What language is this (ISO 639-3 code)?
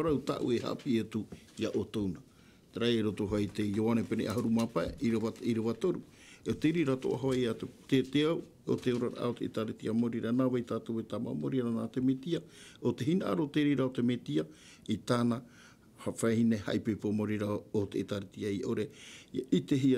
tah